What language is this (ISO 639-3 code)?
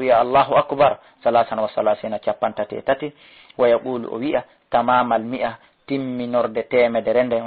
ful